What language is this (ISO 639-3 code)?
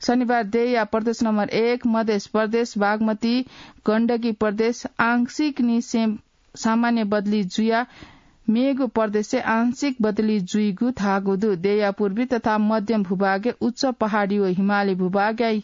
new